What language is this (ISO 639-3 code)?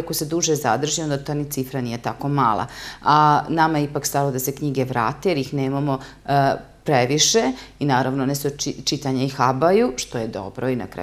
srp